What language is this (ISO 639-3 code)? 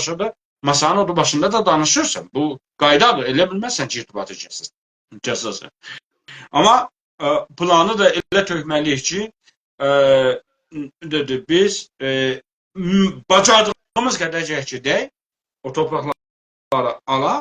azb